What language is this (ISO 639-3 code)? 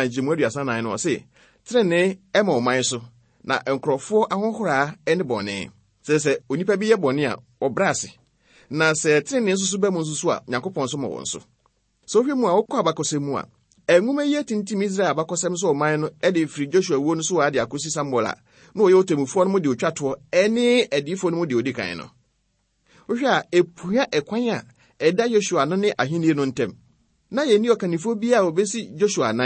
aka